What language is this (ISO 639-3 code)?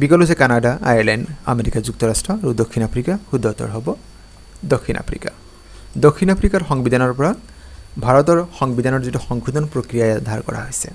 asm